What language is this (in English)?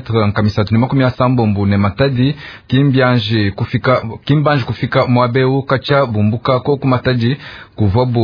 Luba-Lulua